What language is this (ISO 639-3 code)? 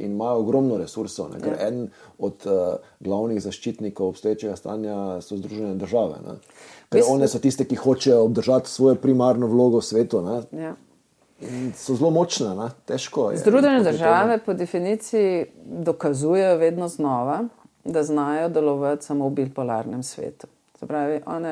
slv